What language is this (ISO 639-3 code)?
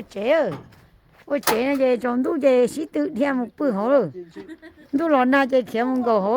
hmn